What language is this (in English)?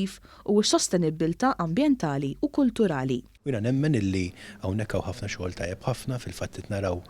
Maltese